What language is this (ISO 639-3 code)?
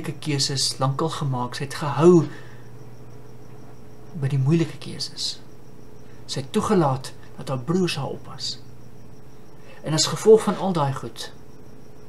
afr